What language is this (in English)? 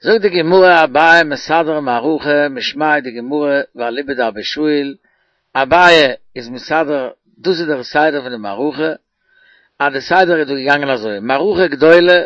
Yiddish